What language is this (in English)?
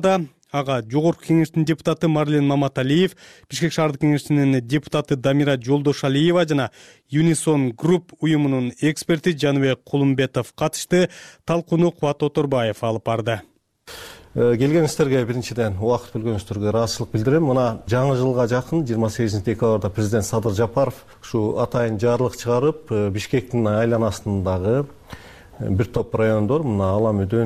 Kyrgyz